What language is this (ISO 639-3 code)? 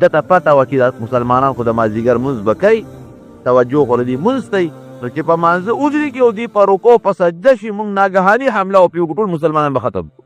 pus